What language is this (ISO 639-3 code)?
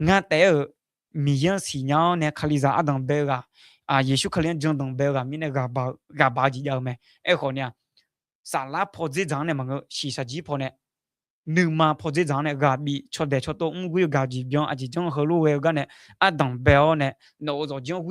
ahk